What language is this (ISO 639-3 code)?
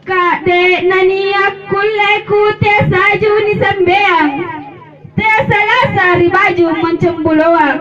mak